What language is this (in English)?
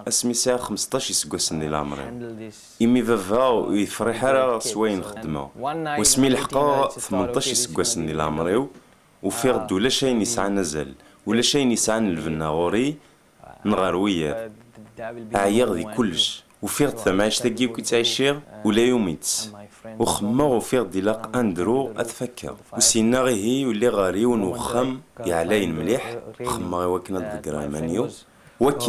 Kabyle